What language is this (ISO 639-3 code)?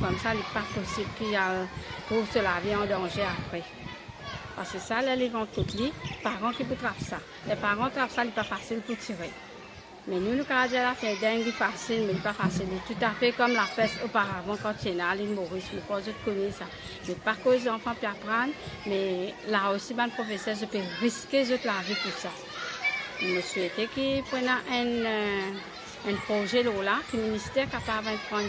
mfe